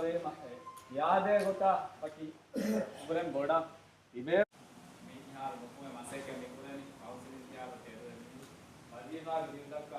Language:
Divehi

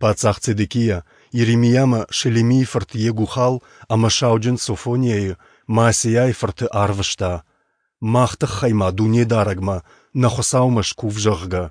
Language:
Ossetic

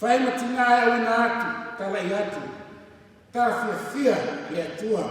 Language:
Samoan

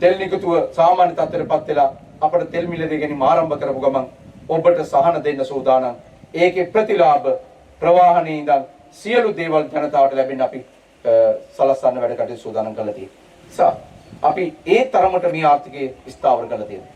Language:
Sinhala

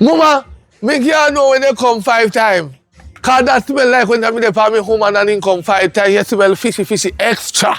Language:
Jamaican Creole English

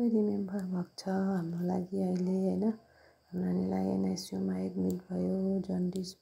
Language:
Nepali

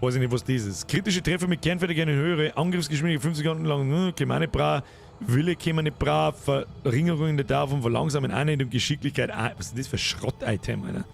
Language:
Bavarian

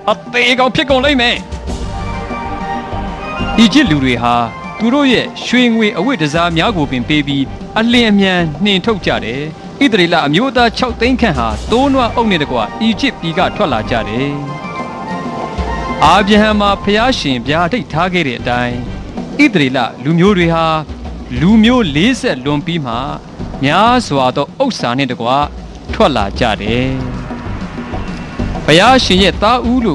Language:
Burmese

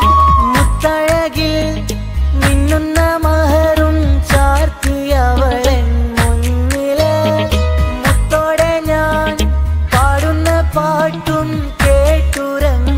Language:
Malayalam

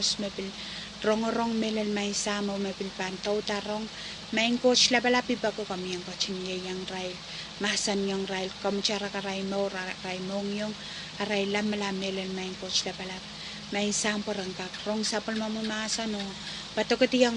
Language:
Pohnpeian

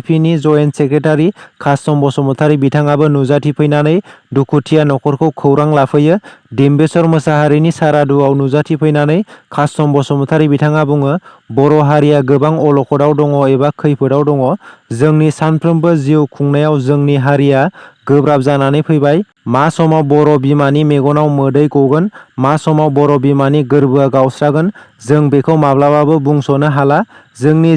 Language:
Bodo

